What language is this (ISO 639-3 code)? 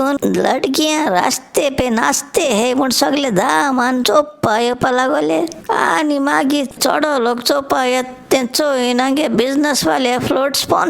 kok